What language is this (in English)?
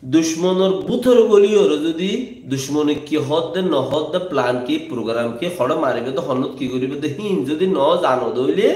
Rohingya